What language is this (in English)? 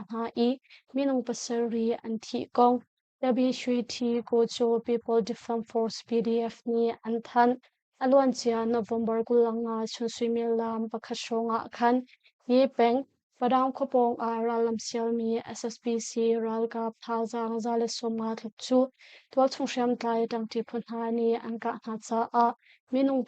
Hakha Chin